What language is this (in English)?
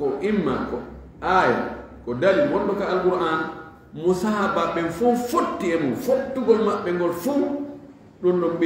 Fula